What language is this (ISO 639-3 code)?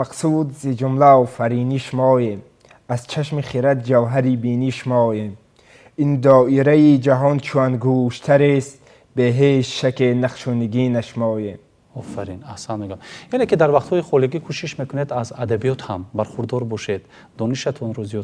tgk